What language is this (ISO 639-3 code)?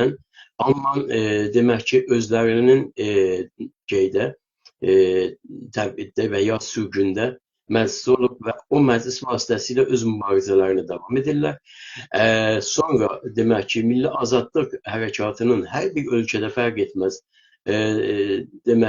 azb